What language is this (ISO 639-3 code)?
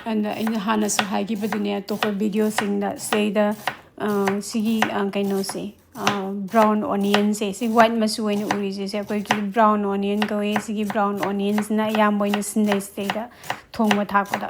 mni